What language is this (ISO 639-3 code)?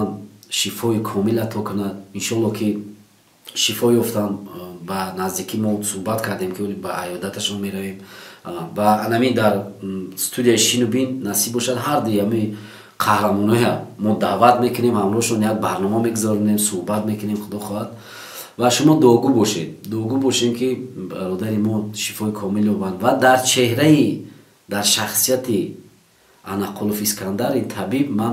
tgk